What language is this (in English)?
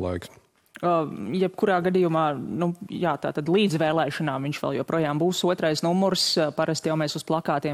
Latvian